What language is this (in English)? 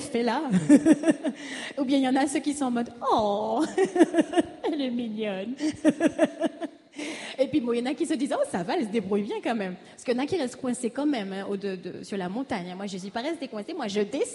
French